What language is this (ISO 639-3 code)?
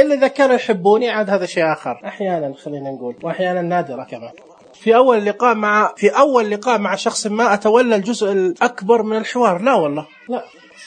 ars